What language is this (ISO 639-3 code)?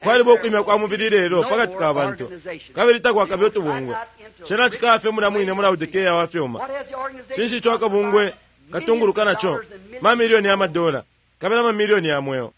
bem